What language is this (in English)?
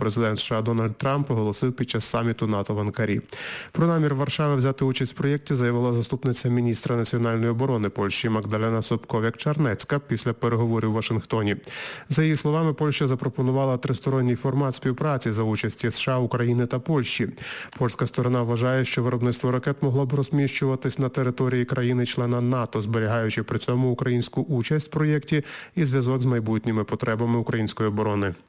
Ukrainian